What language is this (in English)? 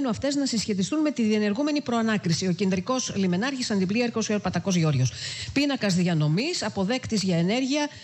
Greek